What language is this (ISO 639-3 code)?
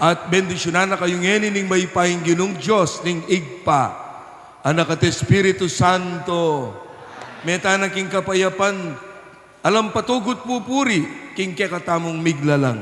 pam